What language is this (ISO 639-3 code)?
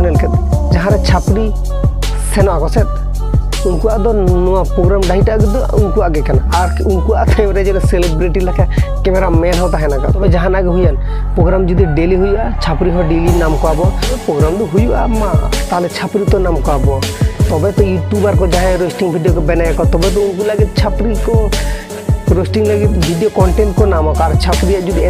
sat